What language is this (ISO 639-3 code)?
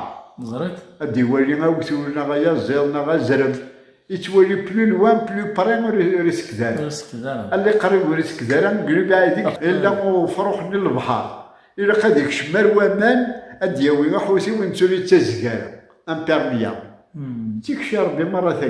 kab